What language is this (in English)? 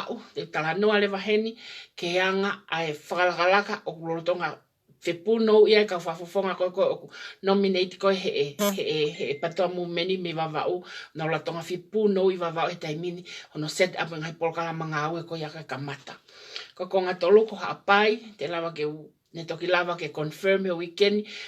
Tongan